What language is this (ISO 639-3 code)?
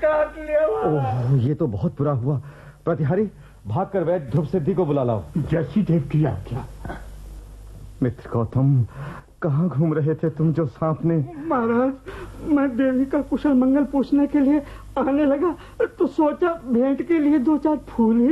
hin